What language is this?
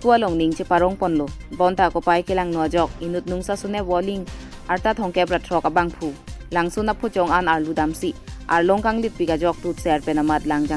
Karbi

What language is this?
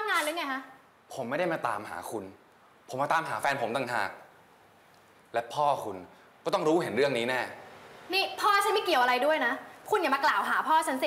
Thai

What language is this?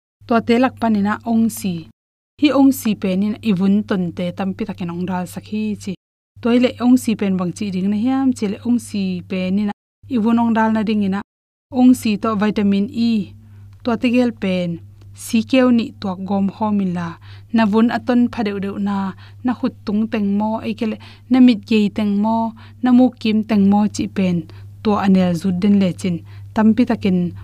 Tedim Chin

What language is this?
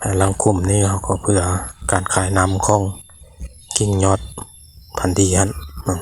Lao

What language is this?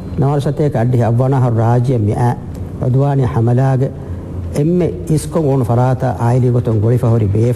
Divehi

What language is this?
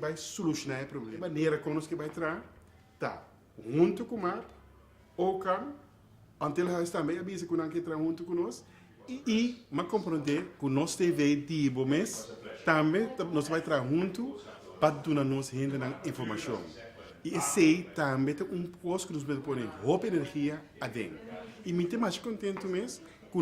Papiamento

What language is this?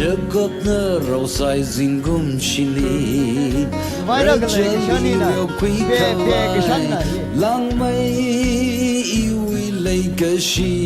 Tangkhul Naga (India)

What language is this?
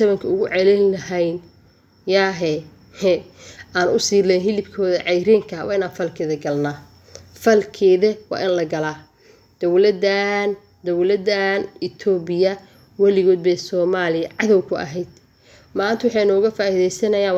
Somali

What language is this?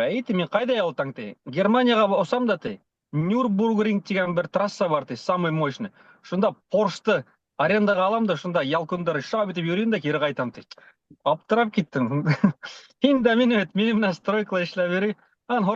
Bashkir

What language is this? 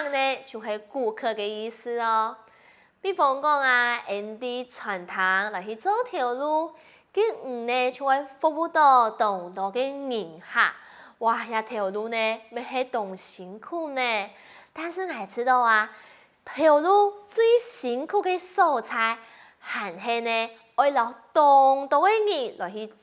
Hakka Chinese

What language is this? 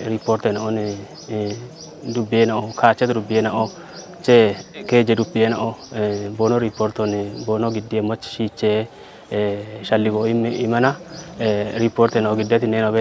Kafa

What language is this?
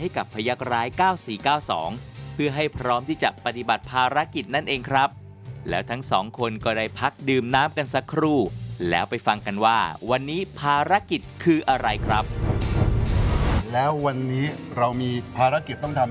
Thai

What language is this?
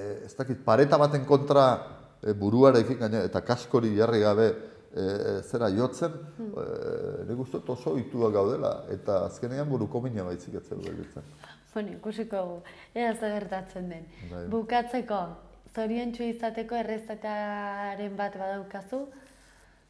Basque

